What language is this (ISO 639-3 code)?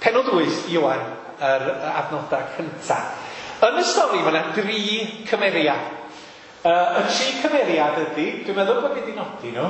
cym